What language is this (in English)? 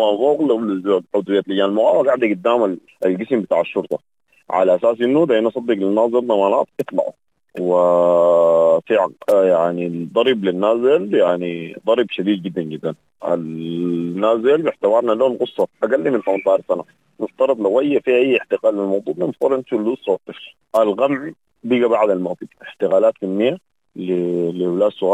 Sudanese Arabic